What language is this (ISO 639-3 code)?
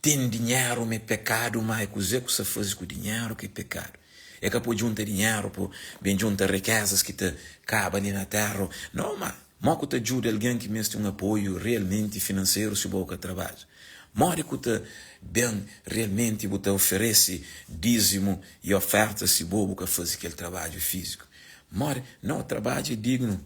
kea